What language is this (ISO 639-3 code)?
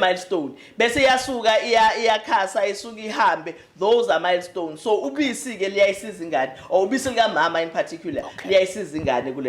zul